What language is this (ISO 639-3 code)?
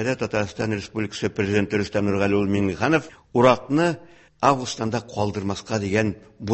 tat